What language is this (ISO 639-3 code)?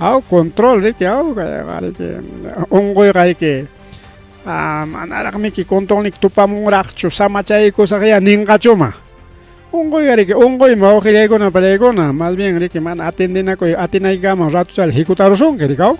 quy